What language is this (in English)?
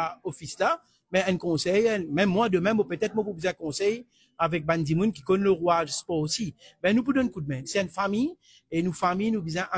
Morisyen